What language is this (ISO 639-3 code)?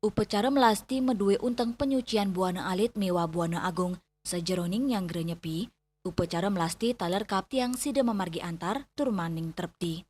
ban